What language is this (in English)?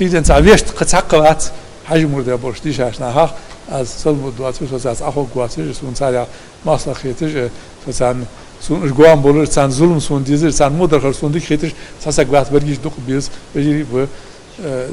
Ingush